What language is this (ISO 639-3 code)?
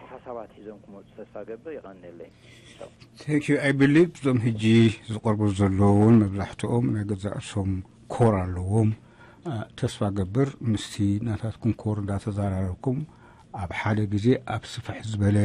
tir